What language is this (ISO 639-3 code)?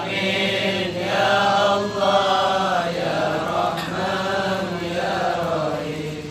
mad